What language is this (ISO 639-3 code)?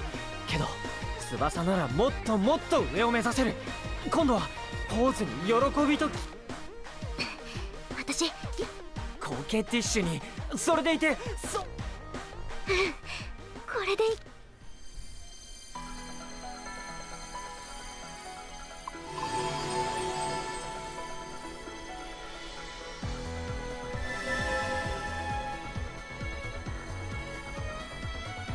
jpn